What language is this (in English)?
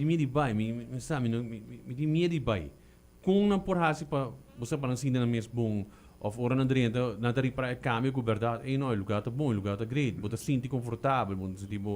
Papiamento